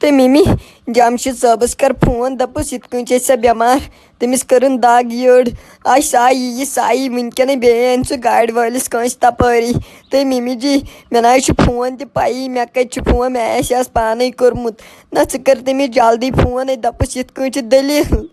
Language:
Kashmiri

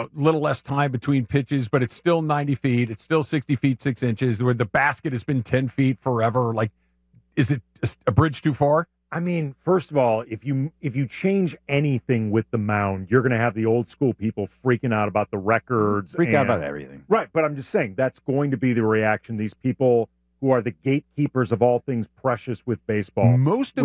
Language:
English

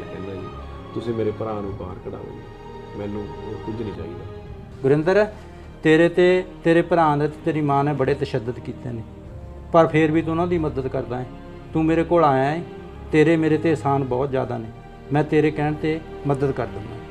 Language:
Punjabi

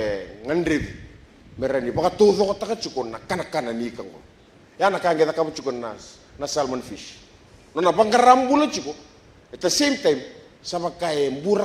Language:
Fijian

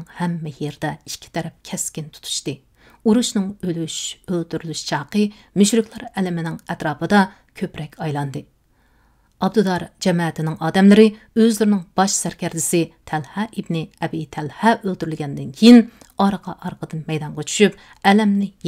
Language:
Uyghur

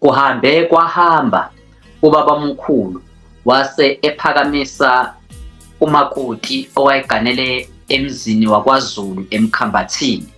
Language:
Zulu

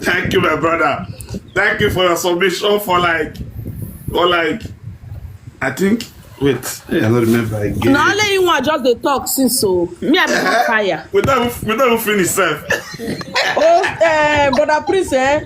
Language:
Nigerian Pidgin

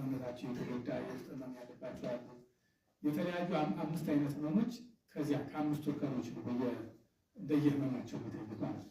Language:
Amharic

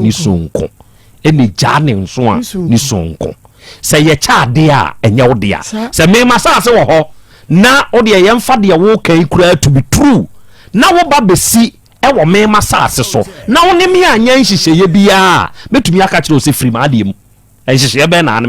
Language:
Akan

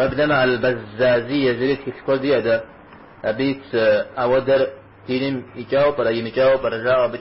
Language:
Kabardian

